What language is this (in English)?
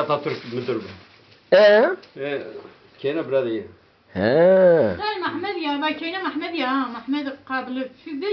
Zaza